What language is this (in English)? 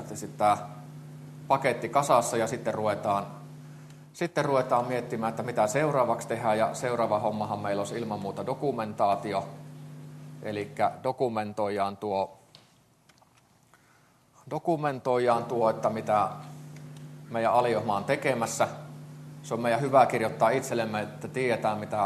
Finnish